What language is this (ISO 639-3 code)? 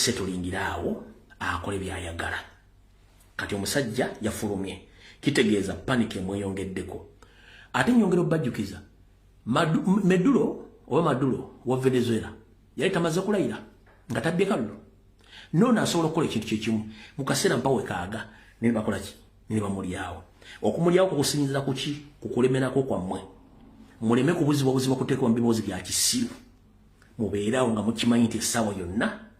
lug